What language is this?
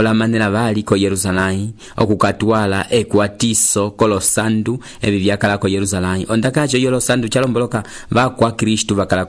Umbundu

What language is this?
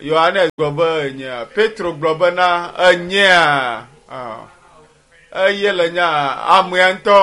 Ewe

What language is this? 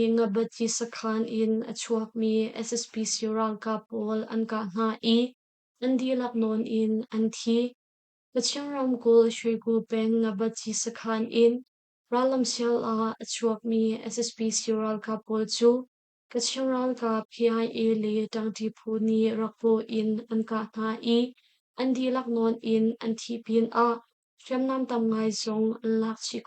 Hakha Chin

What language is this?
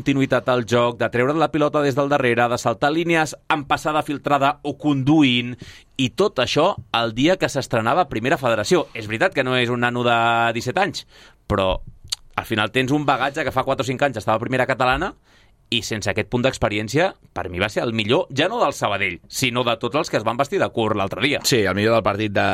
Catalan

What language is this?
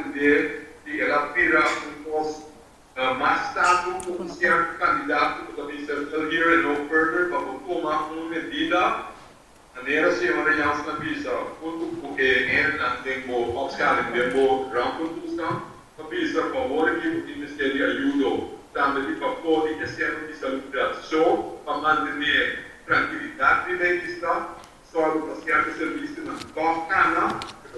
Papiamento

